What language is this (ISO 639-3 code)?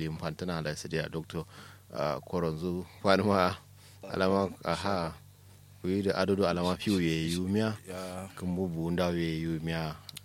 kau